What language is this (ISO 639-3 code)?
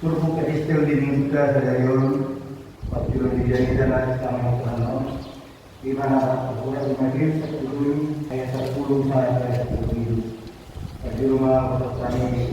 bbc